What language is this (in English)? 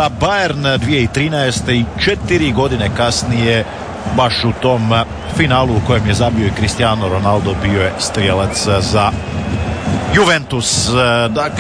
Croatian